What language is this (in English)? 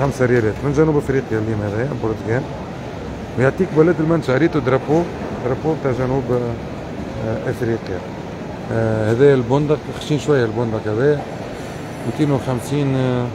Tunisian Arabic